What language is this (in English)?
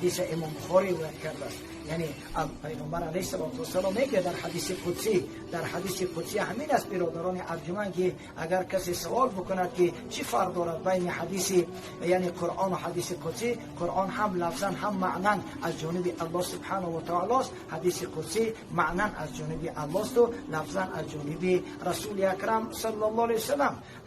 Persian